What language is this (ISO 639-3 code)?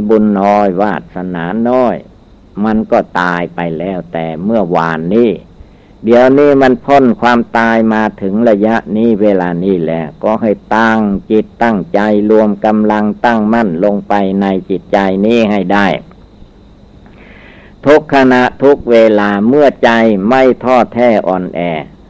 tha